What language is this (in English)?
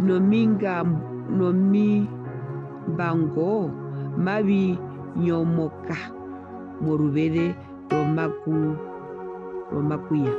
Herero